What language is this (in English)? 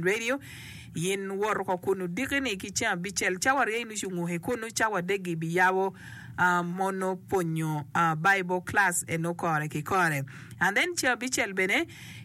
Acoli